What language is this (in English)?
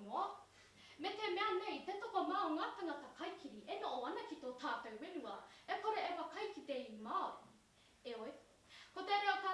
Māori